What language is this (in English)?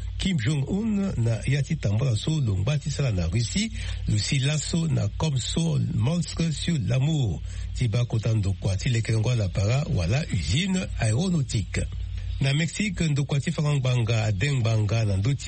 Sango